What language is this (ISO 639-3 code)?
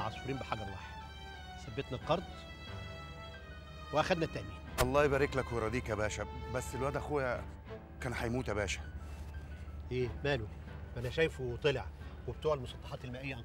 arz